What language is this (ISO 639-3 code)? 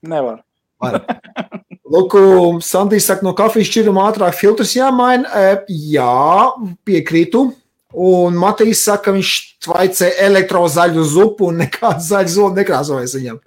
lav